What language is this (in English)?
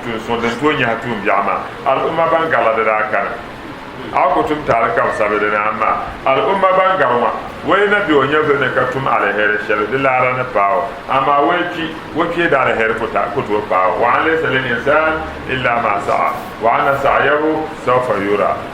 Dagbani